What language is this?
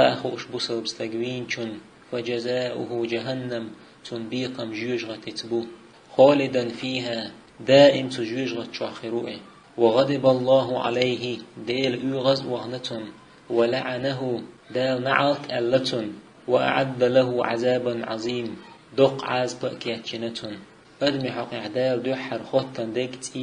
Chechen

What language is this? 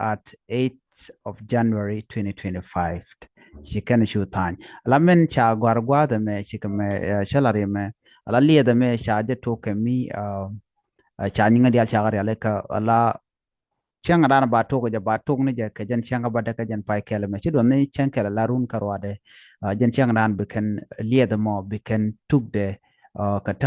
Nuer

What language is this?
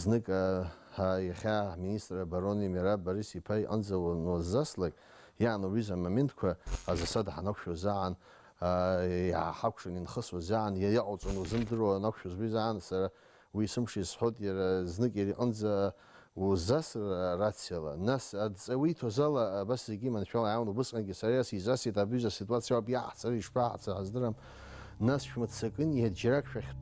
Abkhazian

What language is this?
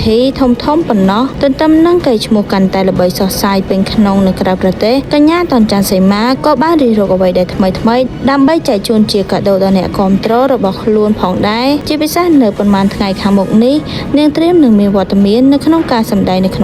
Khmer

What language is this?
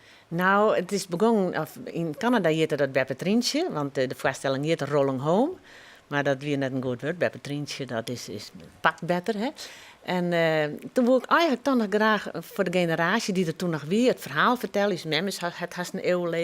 Western Frisian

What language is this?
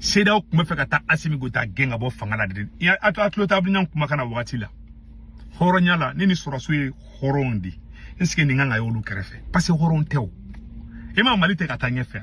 Bambara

